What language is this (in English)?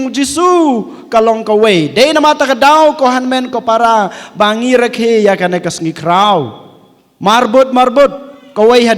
Khasi